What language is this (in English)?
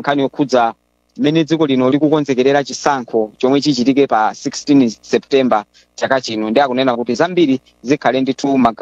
Nyanja